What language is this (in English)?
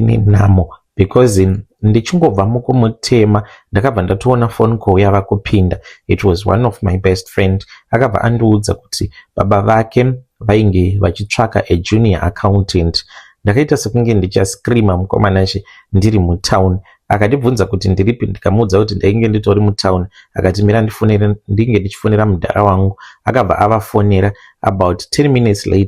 Shona